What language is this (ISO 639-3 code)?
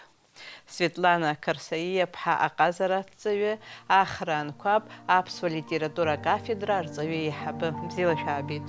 abk